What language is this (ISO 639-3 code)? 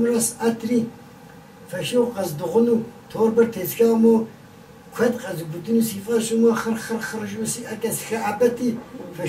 kbd